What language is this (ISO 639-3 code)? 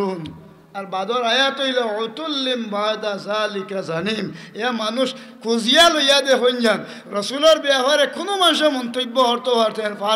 syl